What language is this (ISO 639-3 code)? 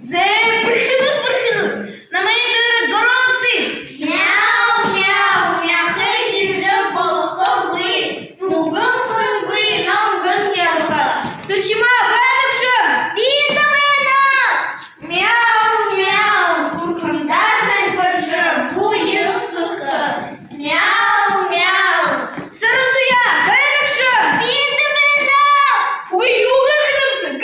bua